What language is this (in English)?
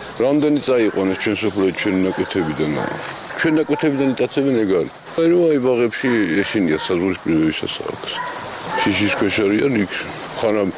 Georgian